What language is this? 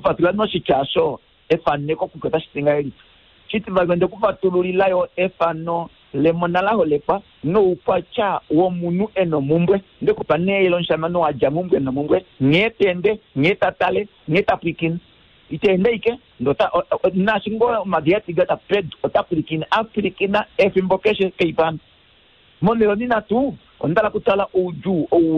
Kuanyama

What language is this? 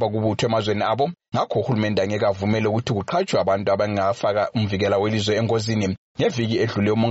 North Ndebele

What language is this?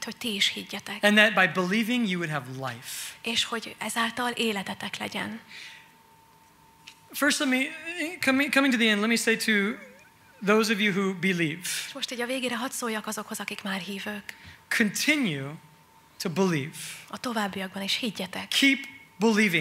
Hungarian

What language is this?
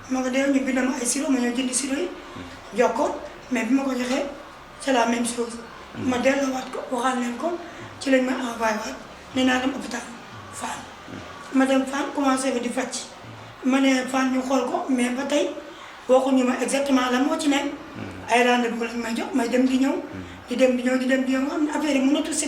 Wolof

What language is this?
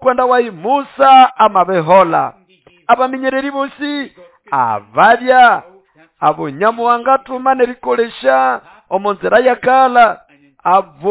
Nande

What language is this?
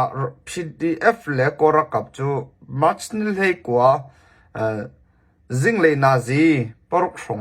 Hakha Chin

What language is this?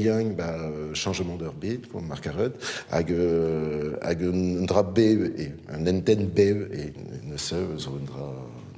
Breton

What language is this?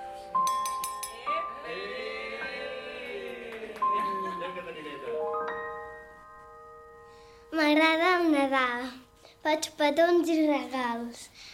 Catalan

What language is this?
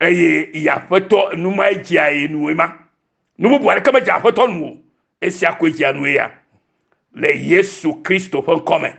Ewe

